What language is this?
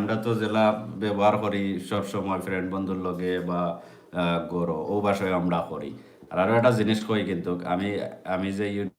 Sylheti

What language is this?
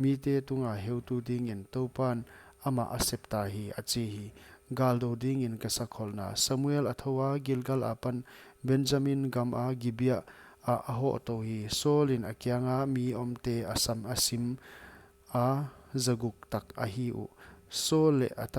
Paite Chin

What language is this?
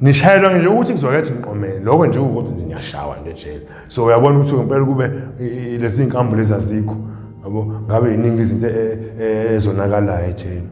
Zulu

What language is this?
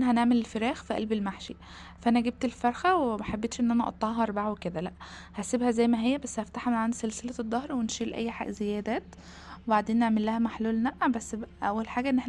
Egyptian Arabic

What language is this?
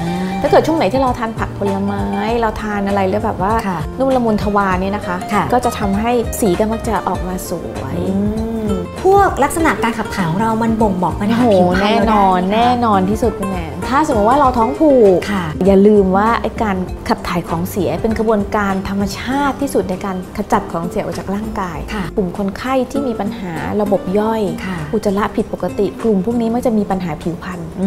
Thai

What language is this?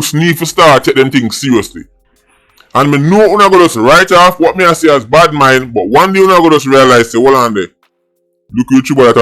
Jamaican Creole English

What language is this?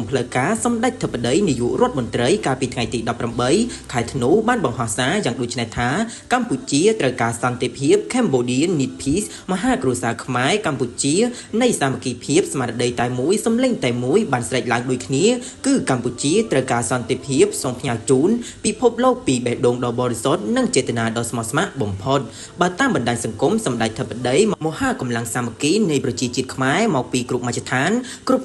Khmer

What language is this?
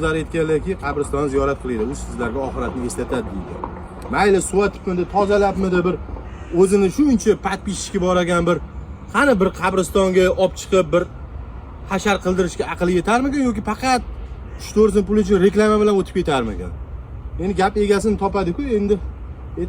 Uzbek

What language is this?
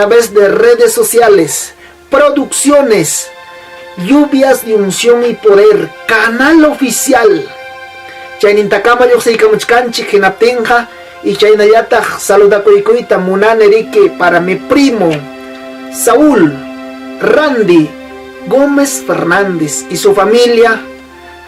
Ayacucho Quechua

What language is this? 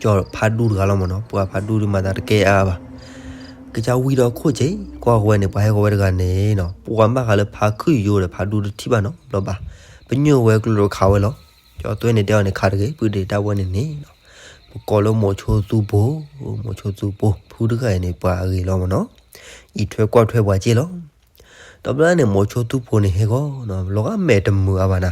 S'gaw Karen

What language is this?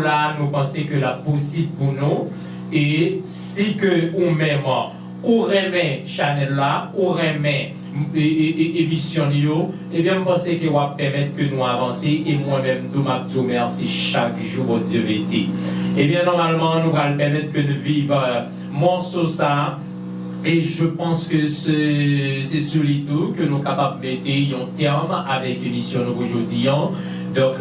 Haitian Creole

